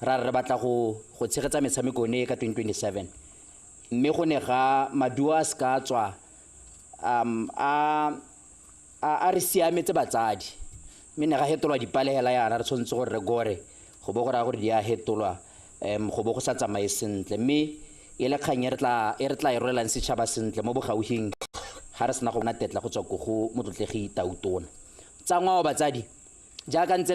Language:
Tswana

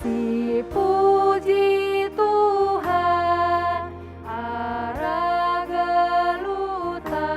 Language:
Batak Karo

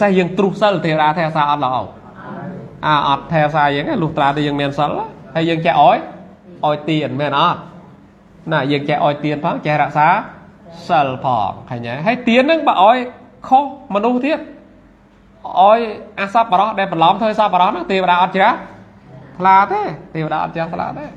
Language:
Khmer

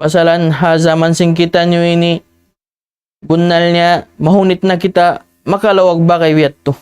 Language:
Tausug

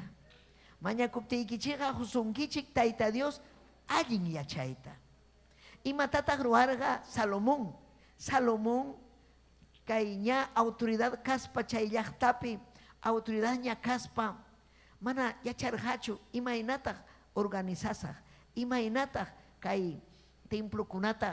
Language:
Ayacucho Quechua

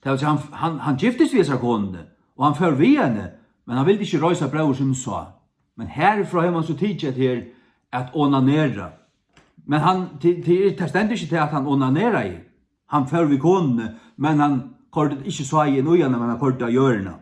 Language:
Faroese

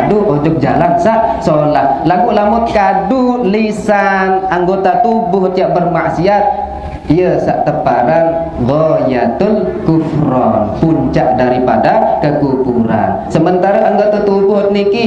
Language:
Sasak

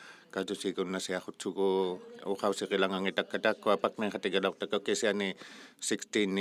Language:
Inuktitut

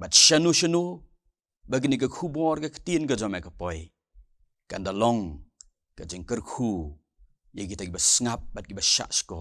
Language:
Khasi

